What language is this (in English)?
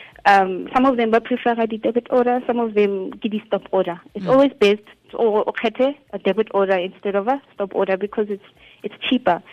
Tswana